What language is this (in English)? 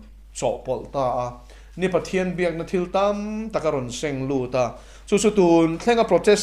Mizo